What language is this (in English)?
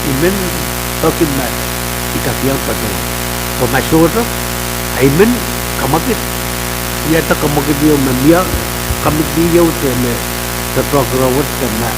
Pohnpeian